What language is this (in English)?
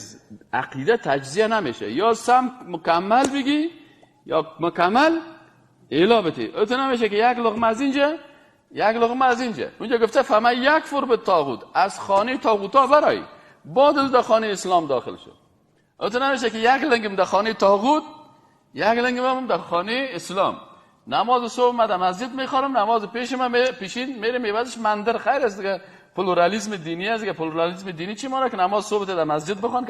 Persian